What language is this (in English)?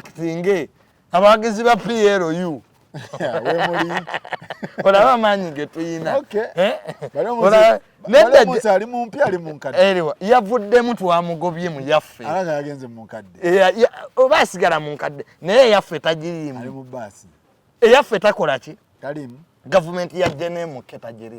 Ganda